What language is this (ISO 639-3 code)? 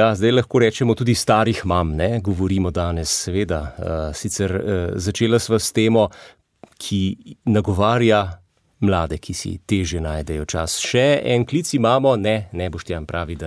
slv